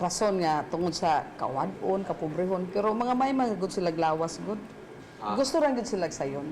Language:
Cebuano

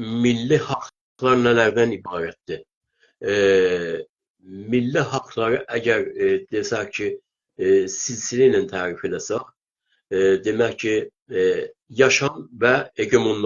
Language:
South Azerbaijani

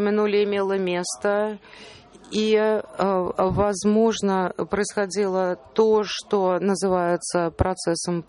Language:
Russian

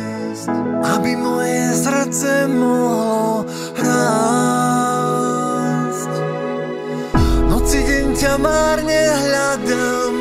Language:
Slovak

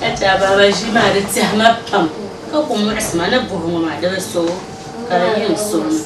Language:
Dagbani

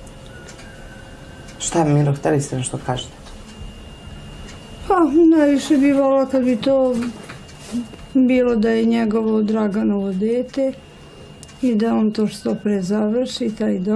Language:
Serbian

